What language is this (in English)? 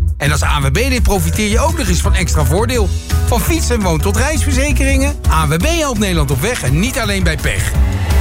Dutch